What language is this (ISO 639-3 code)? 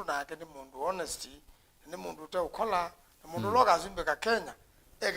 kam